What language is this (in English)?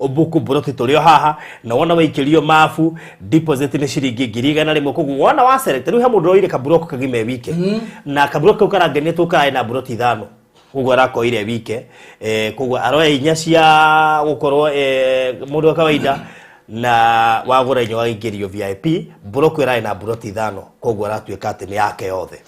Kikuyu